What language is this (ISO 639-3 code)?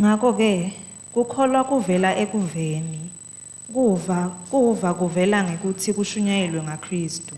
ssw